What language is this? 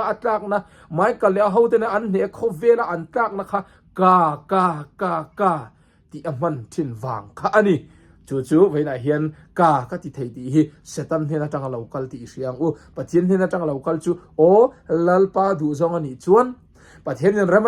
Mizo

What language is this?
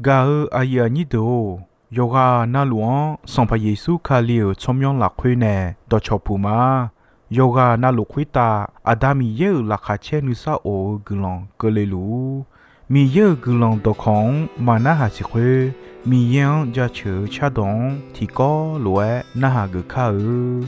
Akha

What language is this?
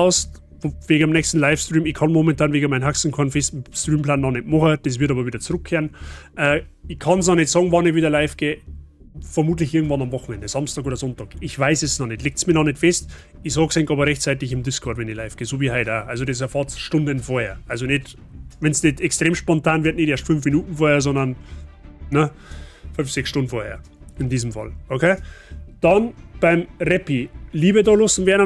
Bavarian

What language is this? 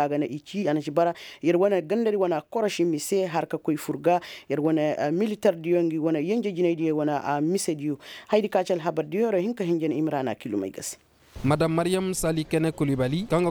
Koyraboro Senni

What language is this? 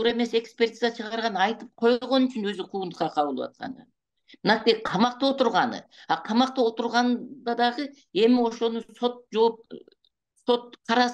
Kyrgyz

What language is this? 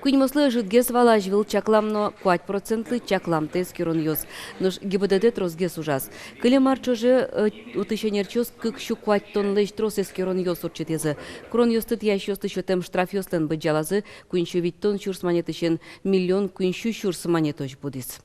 Udmurt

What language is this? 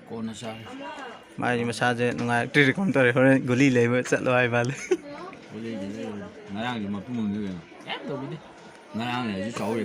Manipuri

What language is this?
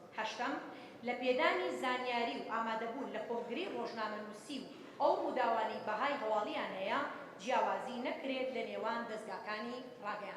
Central Kurdish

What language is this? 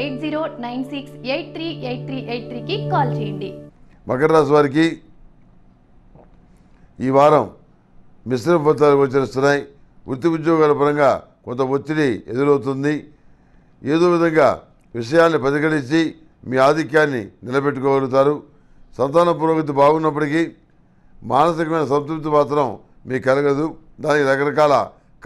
Telugu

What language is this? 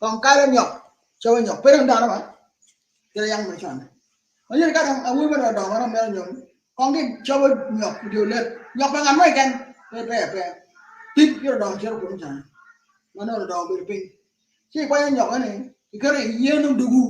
Acoli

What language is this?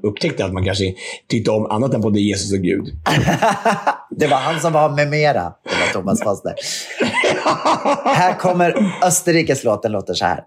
Swedish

